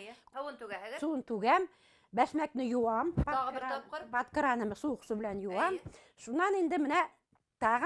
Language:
Bashkir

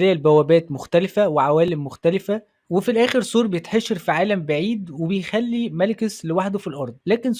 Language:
Egyptian Arabic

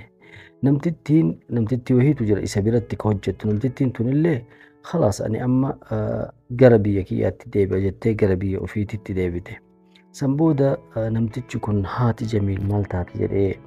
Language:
Oromo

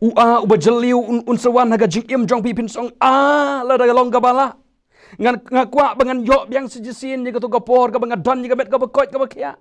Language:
Khasi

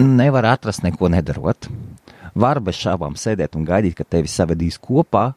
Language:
Latvian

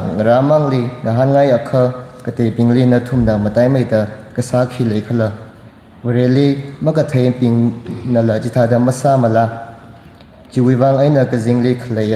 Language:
Tangkhul Naga (India)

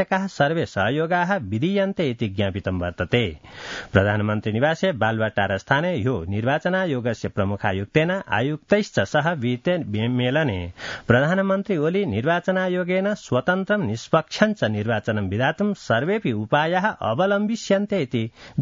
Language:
Sanskrit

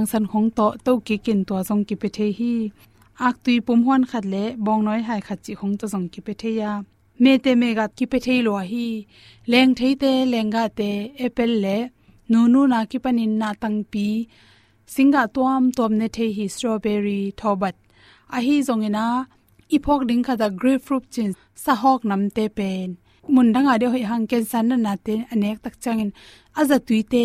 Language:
Tedim Chin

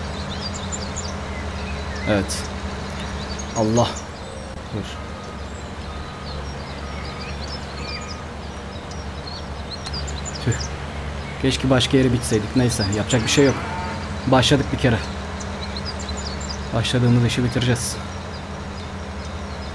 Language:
Turkish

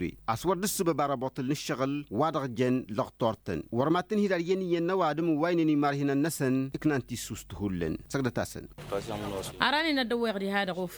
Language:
Tamasheq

